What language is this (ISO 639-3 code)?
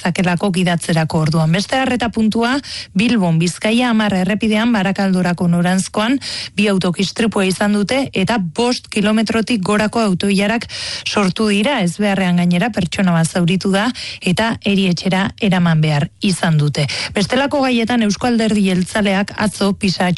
eus